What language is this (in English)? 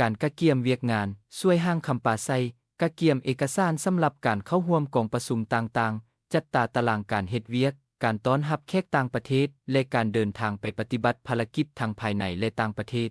Lao